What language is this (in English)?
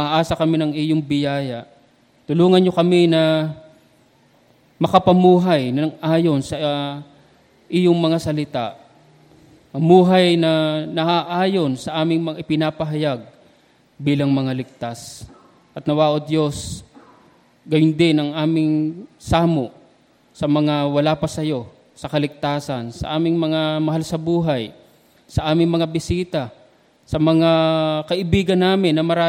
Filipino